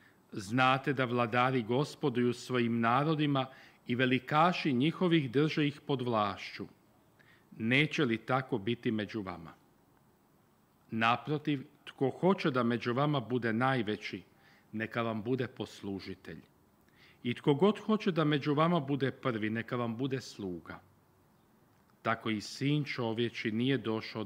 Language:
Croatian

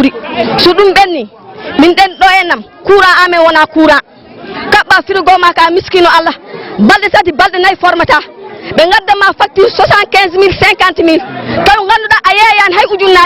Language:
Fula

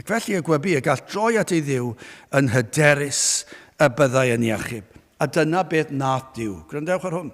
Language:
Welsh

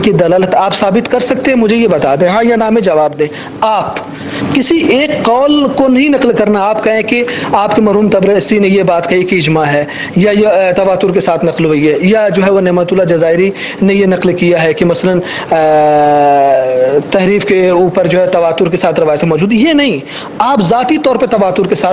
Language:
Urdu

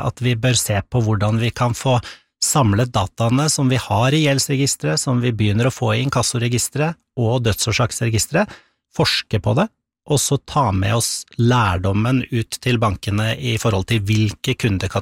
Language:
Norwegian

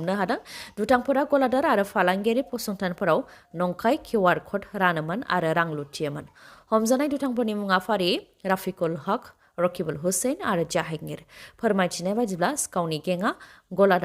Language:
Bodo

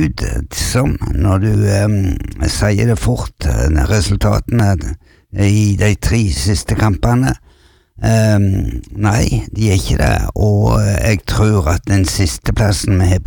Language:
Norwegian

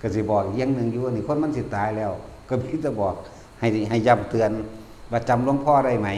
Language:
Northeastern Thai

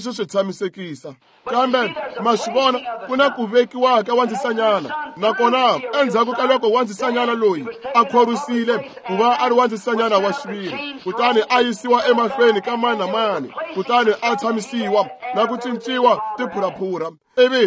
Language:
Tsonga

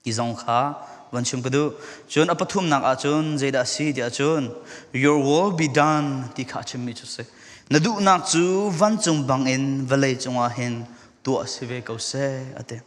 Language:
Falam Chin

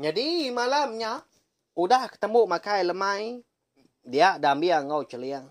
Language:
Iban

